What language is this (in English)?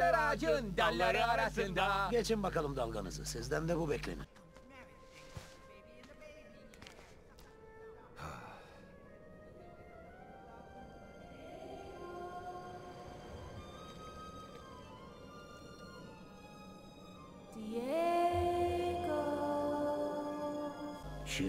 Turkish